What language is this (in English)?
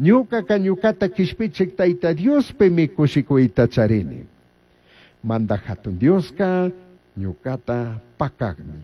Chimborazo Highland Quichua